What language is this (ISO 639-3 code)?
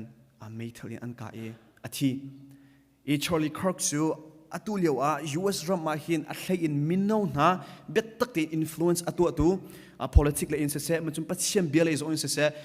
cnh